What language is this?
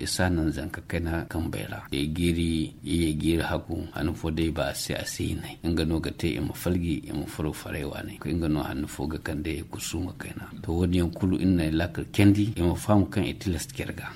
Zarma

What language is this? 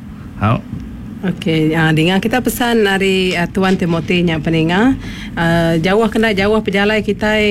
Iban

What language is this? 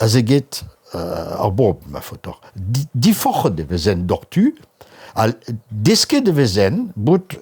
Breton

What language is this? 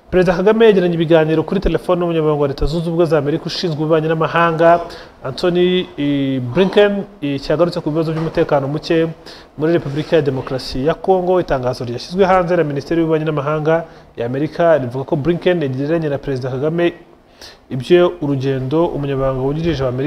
Kinyarwanda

